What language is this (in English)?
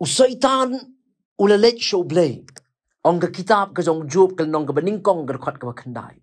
Khasi